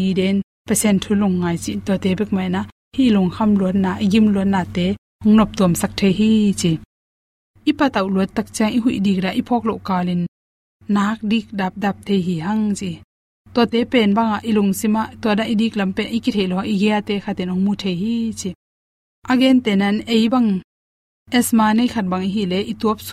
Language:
Tedim Chin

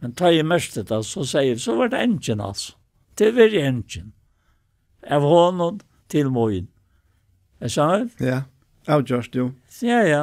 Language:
Faroese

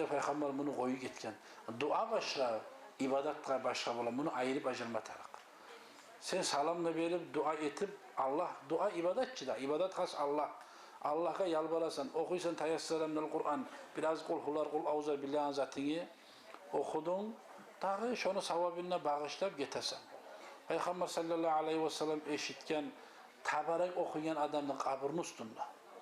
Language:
Kumyk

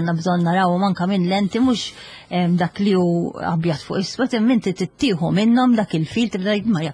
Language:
Maltese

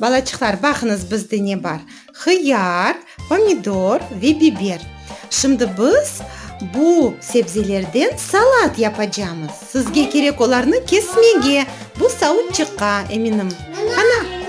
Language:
Crimean Tatar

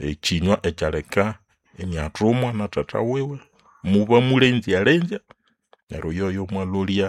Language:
Nande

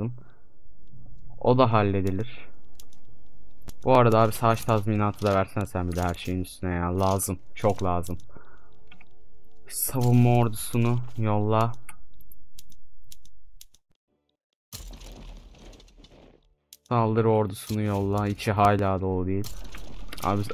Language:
Turkish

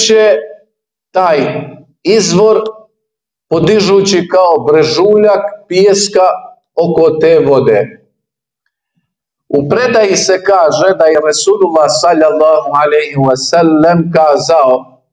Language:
Bosnian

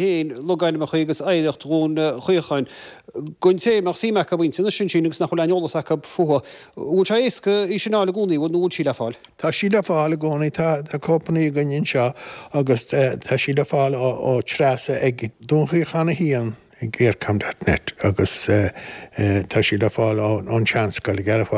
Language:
Irish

